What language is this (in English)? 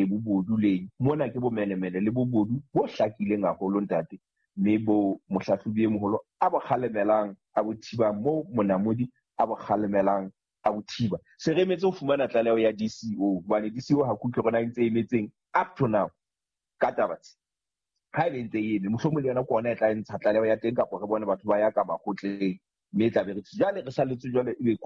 Southern Sotho